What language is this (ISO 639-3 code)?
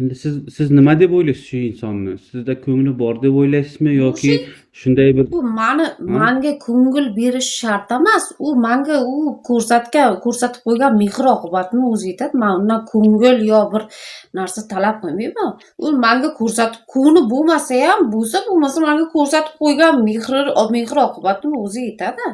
uzb